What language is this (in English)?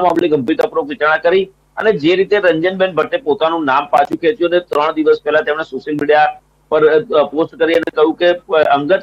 Gujarati